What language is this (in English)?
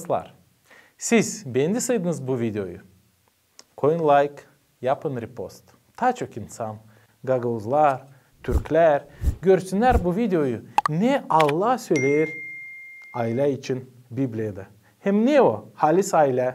Gagauz